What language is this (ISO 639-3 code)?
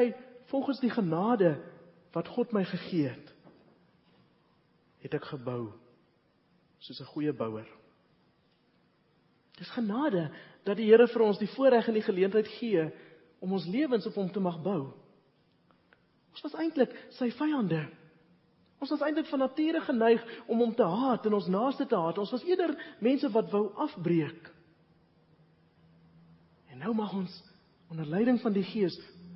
afr